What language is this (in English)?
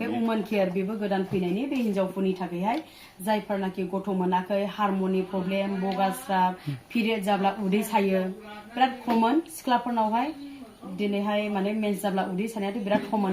Bodo